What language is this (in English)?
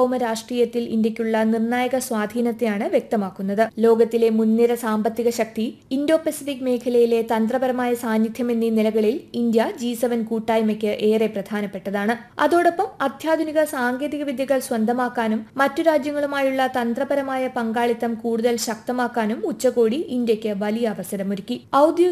Malayalam